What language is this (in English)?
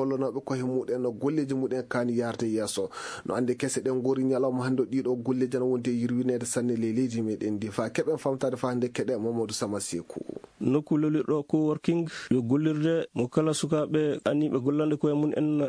Fula